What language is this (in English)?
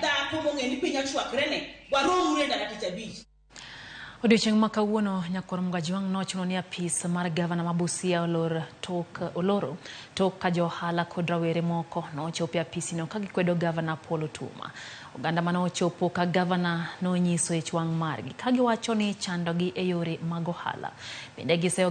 Luo (Kenya and Tanzania)